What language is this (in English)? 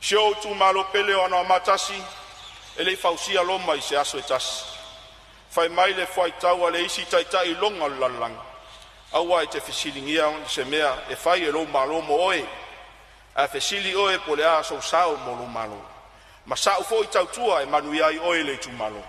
Samoan